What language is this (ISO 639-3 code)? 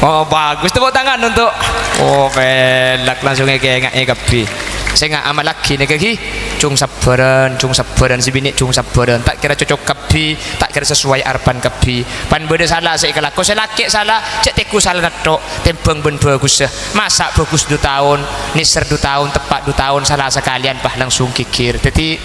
mad